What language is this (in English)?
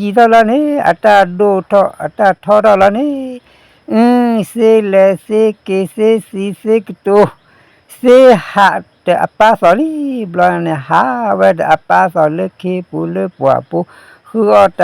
S'gaw Karen